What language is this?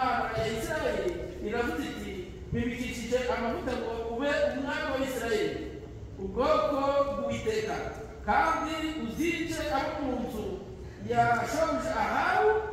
Kinyarwanda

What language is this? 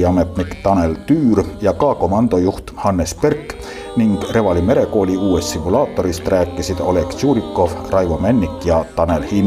Estonian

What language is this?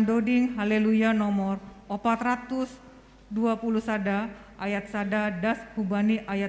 Batak Simalungun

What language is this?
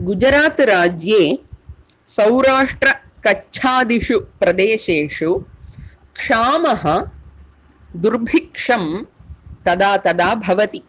Sanskrit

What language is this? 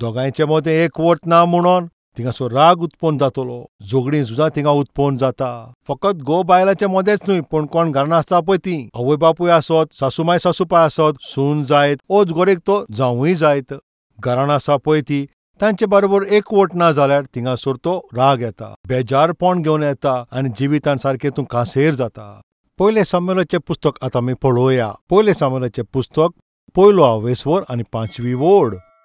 Konkani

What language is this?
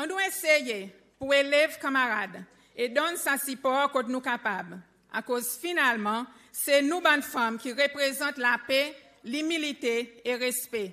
Seselwa Creole French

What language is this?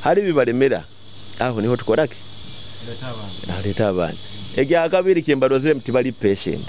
Nyoro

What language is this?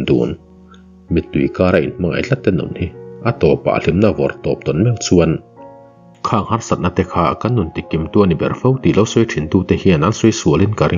Mizo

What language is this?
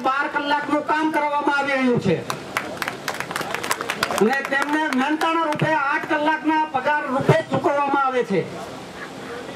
Gujarati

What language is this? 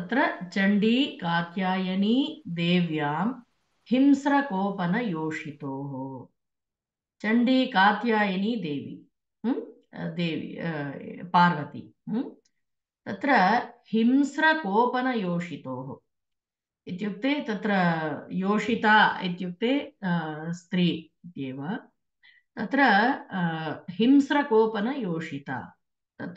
Sanskrit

